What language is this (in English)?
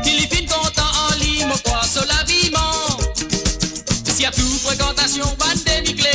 Morisyen